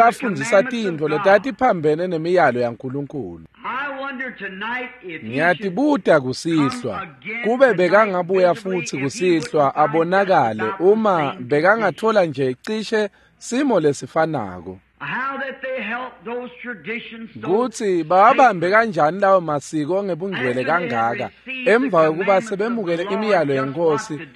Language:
Swati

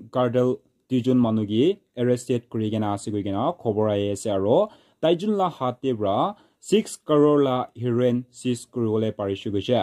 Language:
Naga Pidgin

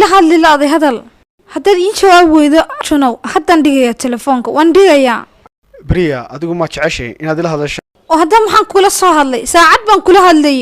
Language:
Somali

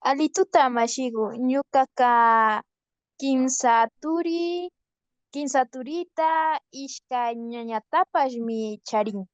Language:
Imbabura Highland Quichua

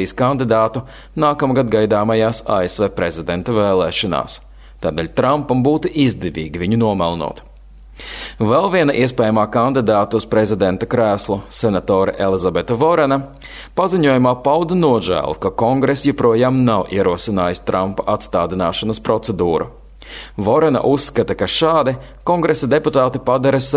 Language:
Latvian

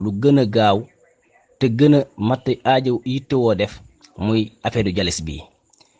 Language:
Wolof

